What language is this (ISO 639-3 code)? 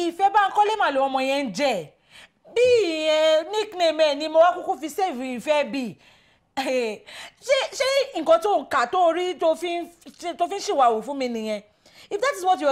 yor